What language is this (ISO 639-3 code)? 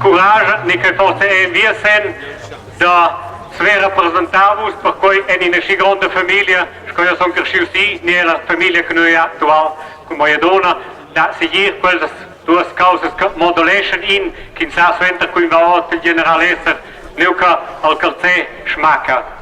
roh